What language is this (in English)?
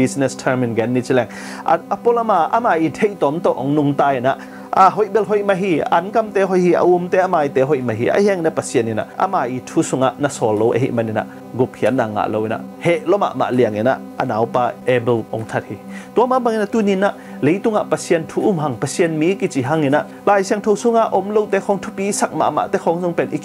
Tedim Chin